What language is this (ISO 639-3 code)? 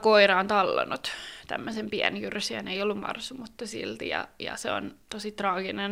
fin